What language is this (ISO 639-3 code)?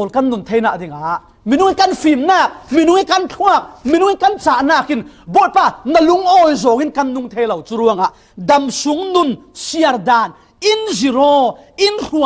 cfm